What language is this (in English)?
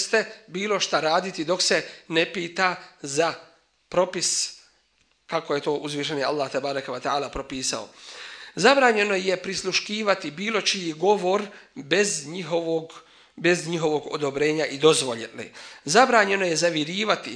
Bosnian